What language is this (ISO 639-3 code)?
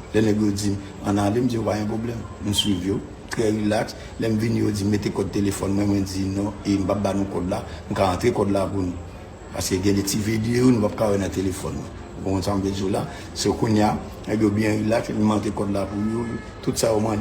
hat